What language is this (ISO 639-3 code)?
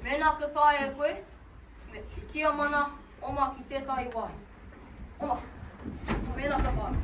mri